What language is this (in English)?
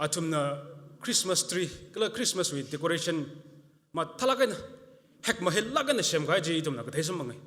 Tangkhul Naga (India)